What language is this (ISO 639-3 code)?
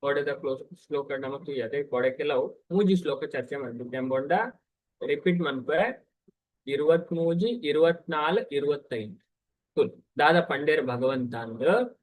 tcy